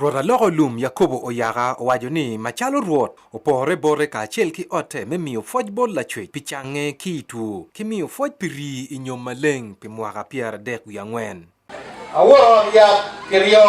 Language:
Acoli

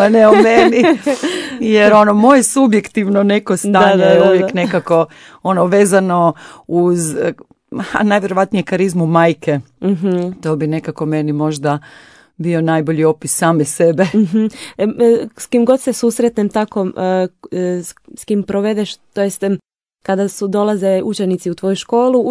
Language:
Croatian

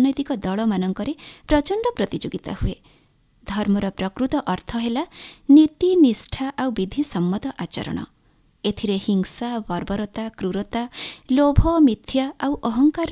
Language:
Odia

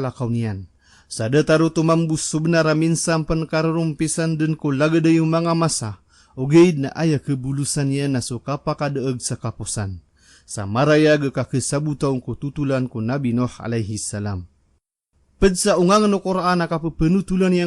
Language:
Maranao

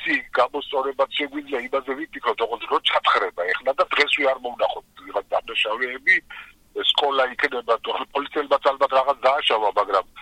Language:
Georgian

